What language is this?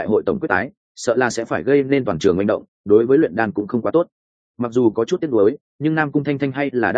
Vietnamese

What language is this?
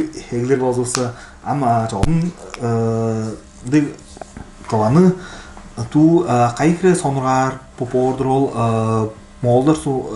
Tuvinian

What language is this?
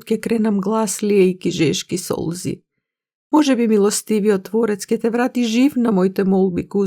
Macedonian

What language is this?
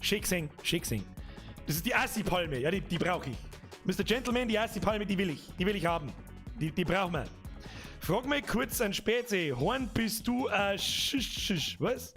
Bavarian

